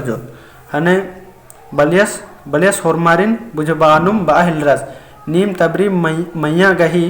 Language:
Kurukh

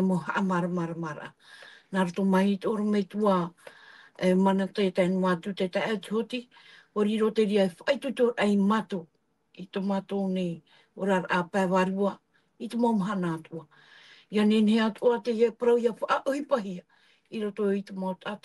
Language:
Tahitian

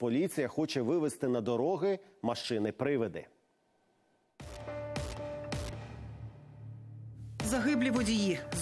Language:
Ukrainian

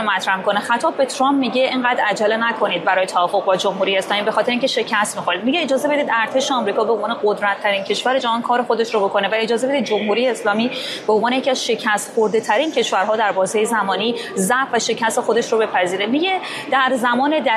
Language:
Persian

